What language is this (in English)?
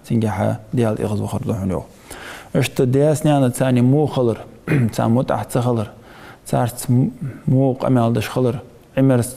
Ingush